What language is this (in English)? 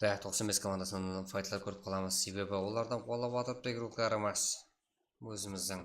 Kara-Kalpak